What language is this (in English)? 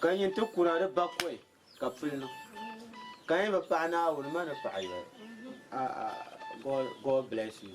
Dagbani